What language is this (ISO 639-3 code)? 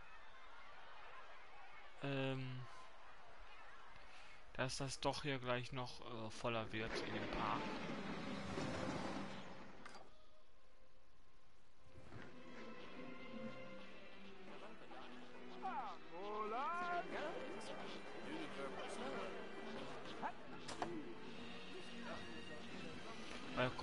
deu